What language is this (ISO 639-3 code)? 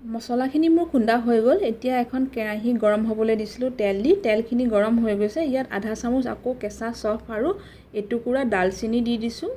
asm